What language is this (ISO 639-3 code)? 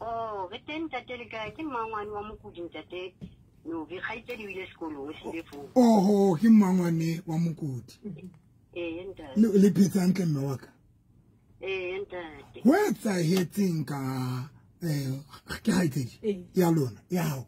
sot